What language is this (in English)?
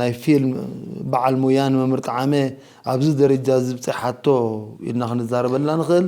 Tigrinya